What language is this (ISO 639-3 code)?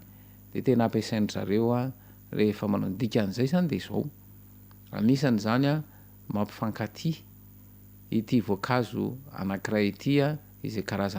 mlg